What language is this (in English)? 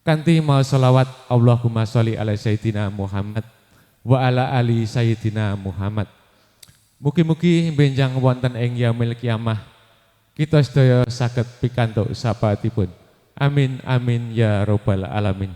Javanese